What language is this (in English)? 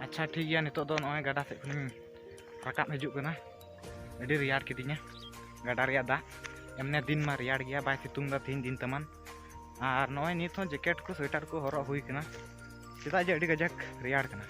Santali